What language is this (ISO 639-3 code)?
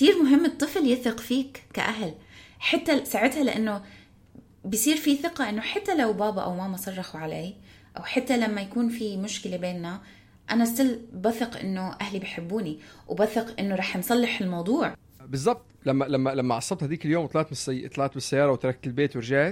apc